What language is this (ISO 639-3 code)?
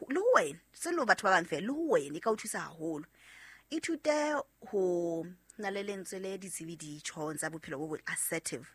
sot